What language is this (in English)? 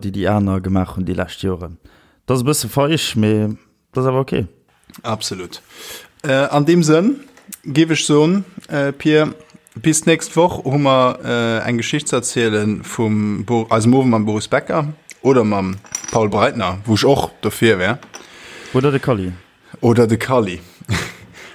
Luxembourgish